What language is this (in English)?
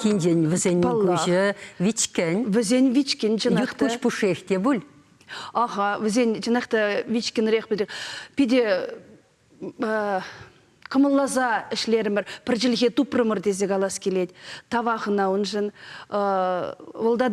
Chuvash